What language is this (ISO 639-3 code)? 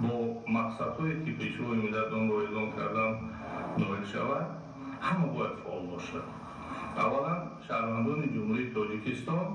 tgk